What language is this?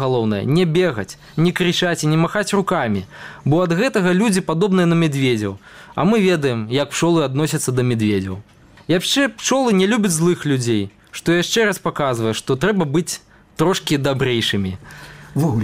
Belarusian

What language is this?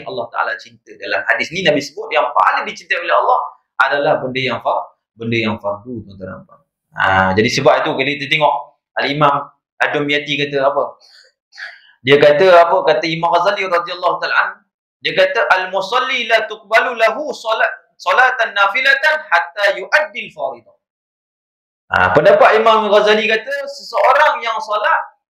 Malay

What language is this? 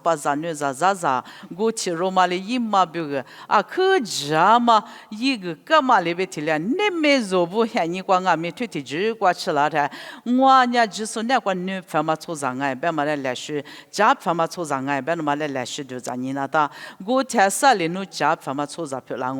Lisu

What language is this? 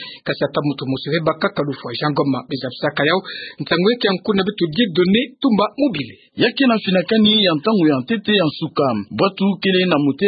Kituba (Democratic Republic of Congo)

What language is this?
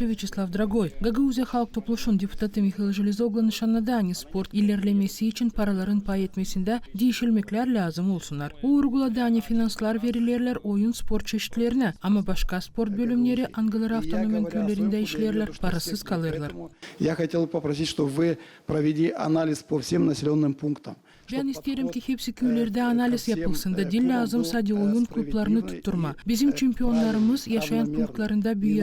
Gagauz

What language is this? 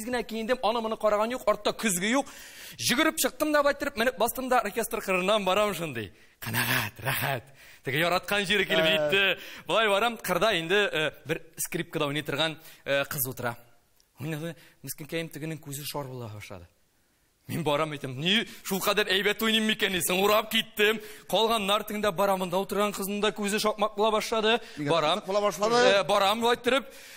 Tatar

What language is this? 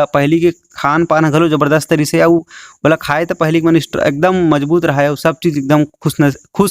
Chhattisgarhi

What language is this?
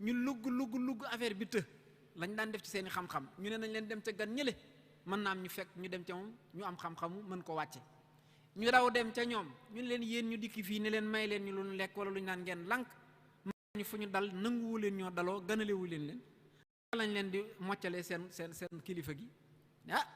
Wolof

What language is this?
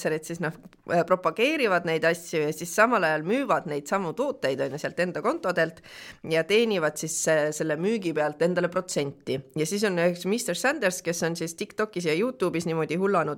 Estonian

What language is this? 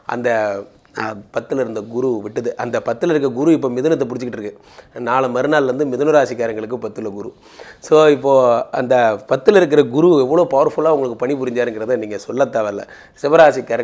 Tamil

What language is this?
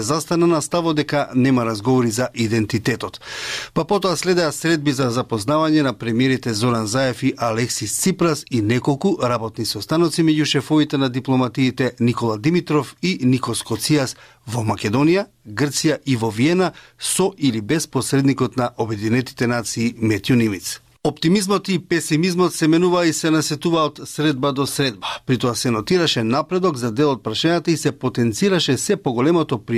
Macedonian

